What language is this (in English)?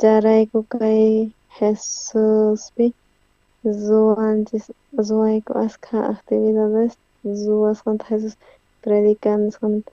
South Bolivian Quechua